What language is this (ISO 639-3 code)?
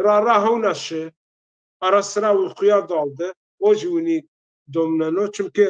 zza